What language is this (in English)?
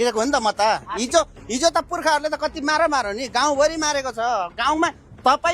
Nepali